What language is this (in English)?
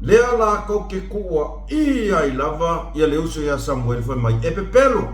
Samoan